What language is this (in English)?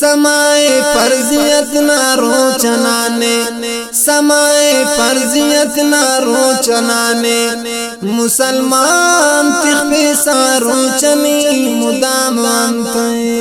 Brahui